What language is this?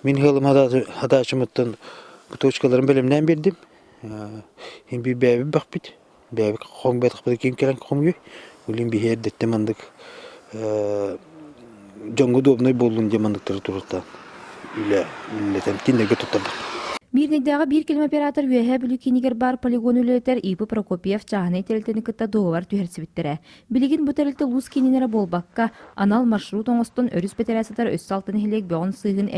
Yakut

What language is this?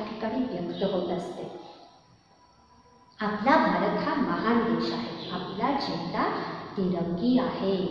Marathi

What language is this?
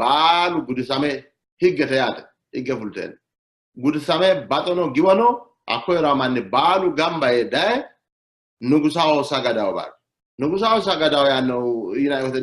Sidamo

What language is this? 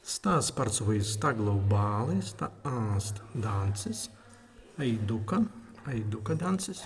Prussian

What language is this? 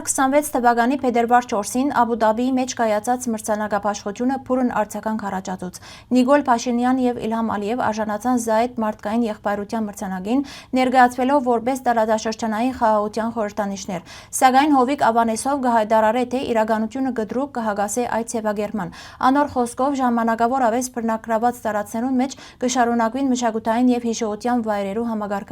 Western Armenian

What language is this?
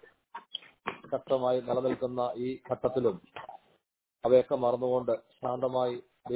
Malayalam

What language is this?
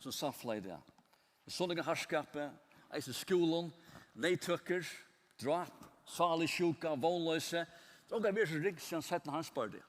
Faroese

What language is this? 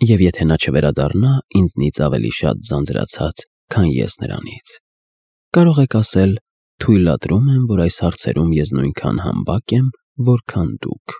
Armenian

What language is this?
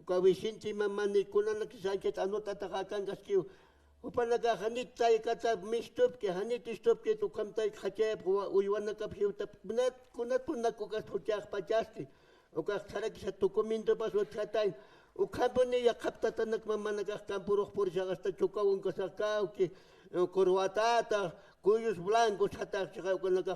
Aymara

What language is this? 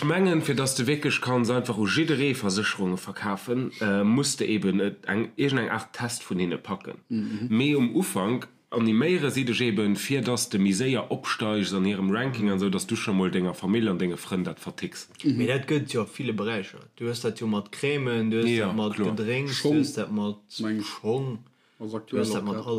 Luxembourgish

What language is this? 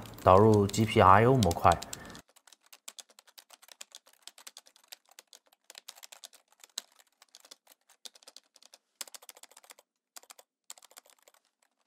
Chinese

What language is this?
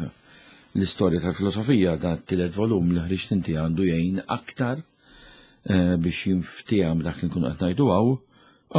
Maltese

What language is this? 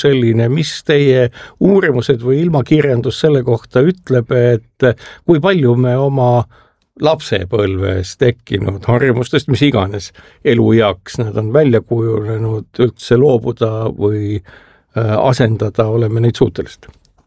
Estonian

